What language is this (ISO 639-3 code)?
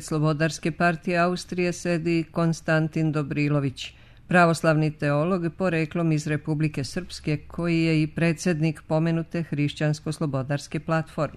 bos